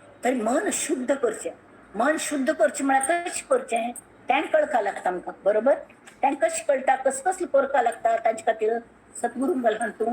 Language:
Konkani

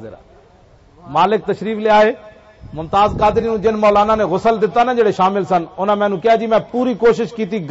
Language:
Western Panjabi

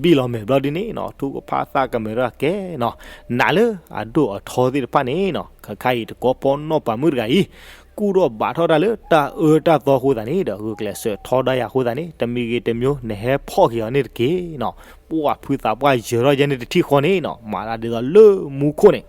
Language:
S'gaw Karen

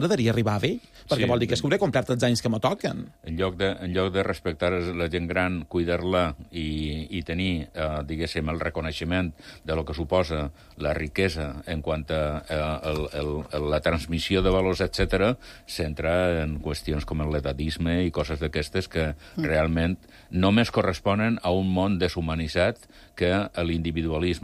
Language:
Catalan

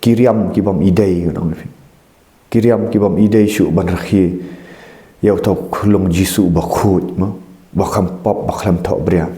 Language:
Khasi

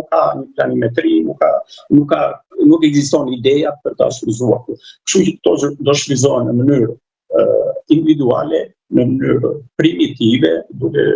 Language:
Albanian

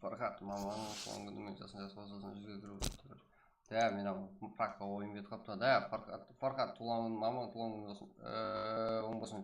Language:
Kara-Kalpak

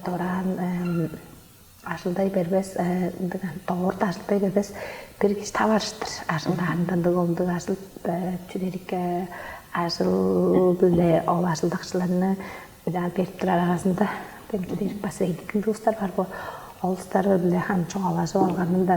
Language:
Tuvinian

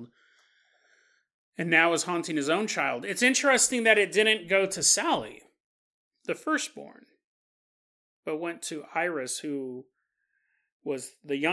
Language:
English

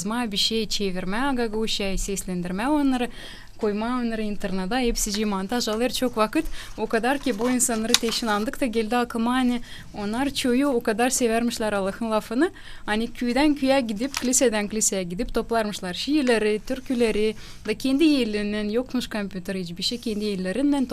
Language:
Gagauz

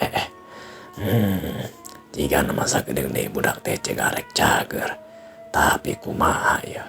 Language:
Sundanese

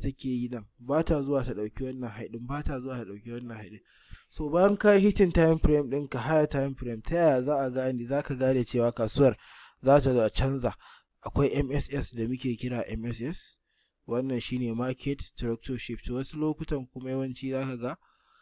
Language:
Hausa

